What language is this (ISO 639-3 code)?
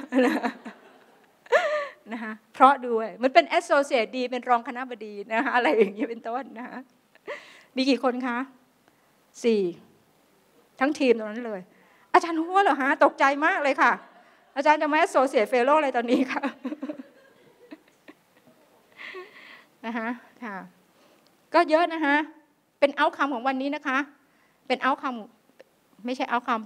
tha